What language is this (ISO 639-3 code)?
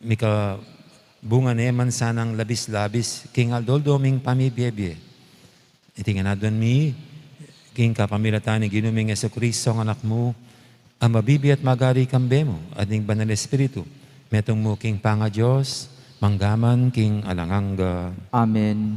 pam